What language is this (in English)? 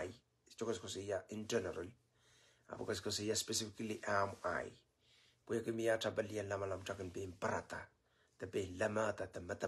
Pohnpeian